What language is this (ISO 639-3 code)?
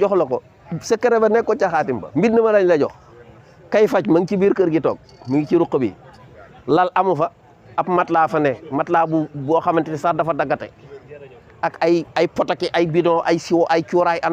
wol